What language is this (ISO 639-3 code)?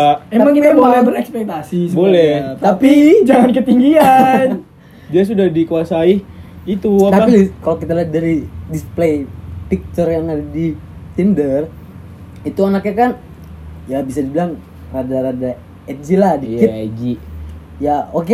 ind